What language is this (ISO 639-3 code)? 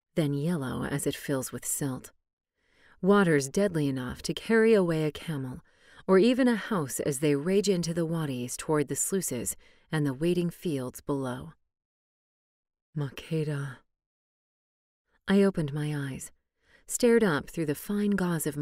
eng